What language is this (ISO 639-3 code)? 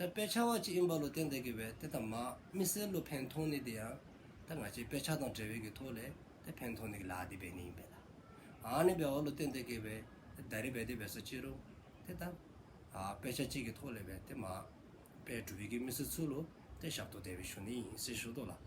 dzo